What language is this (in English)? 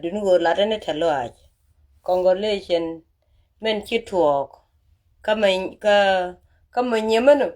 Nuer